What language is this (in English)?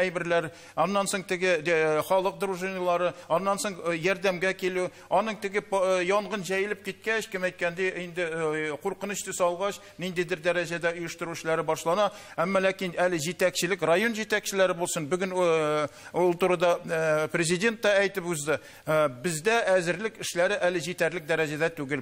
Tatar